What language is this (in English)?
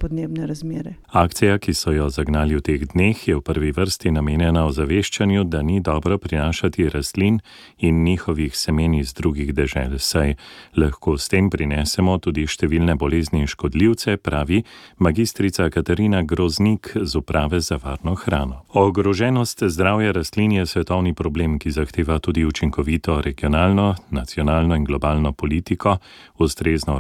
Slovenian